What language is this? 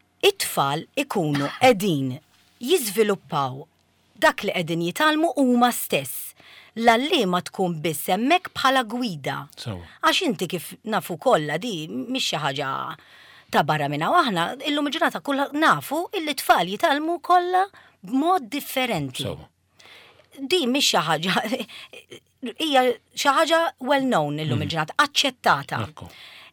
Maltese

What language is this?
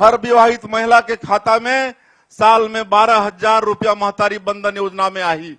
Chhattisgarhi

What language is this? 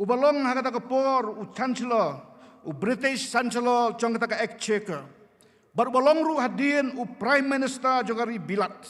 Khasi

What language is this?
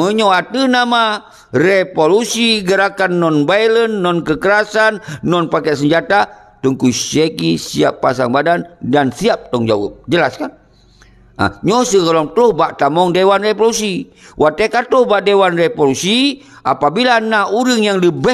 Achinese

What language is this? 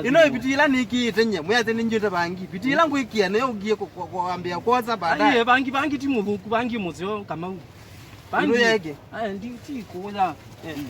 Kamba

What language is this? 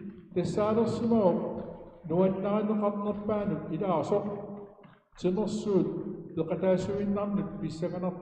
Kalaallisut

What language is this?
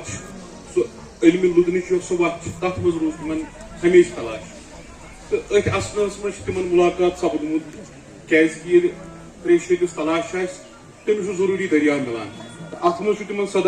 Kashmiri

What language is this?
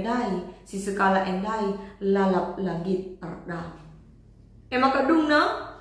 Batak Karo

